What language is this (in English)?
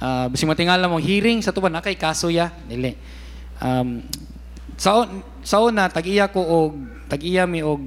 Cebuano